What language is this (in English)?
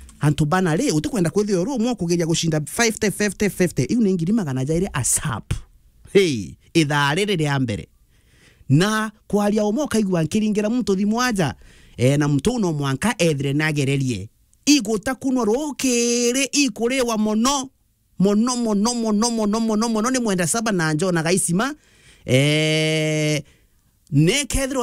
Meru